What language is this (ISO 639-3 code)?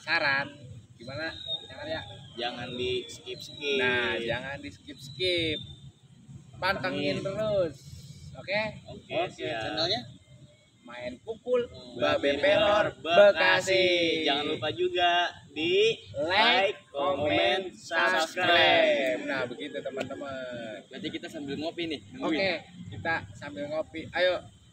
bew